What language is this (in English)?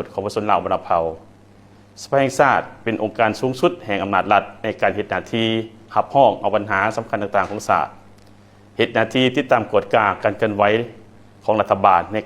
Lao